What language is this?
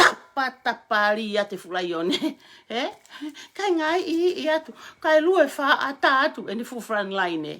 Tongan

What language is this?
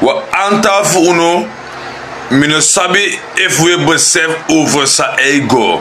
Sranan Tongo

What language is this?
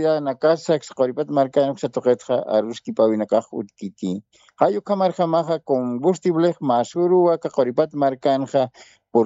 Aymara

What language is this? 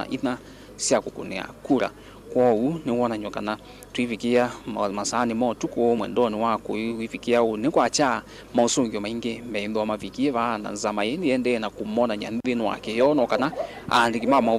Kamba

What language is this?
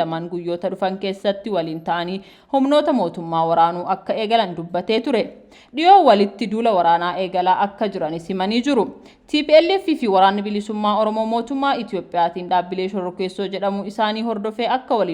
Oromo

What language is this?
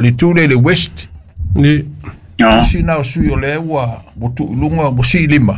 Samoan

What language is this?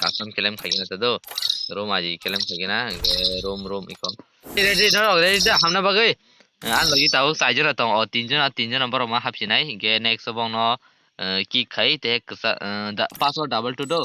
Kok Borok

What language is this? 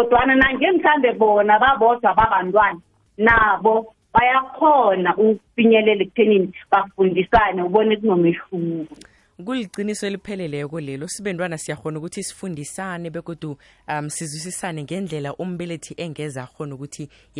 South Ndebele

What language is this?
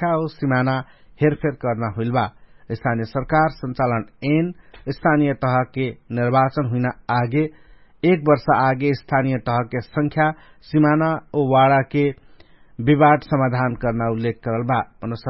Dangaura Tharu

